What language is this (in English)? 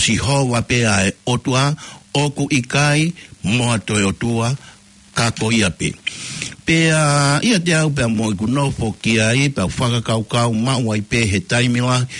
Tongan